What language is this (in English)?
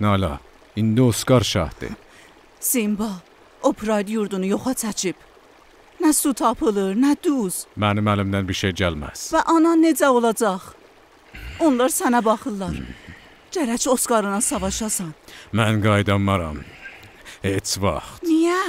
South Azerbaijani